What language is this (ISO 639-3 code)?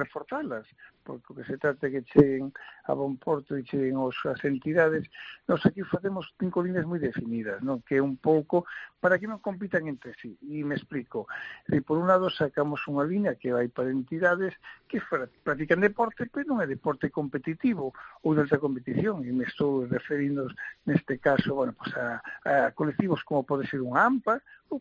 glg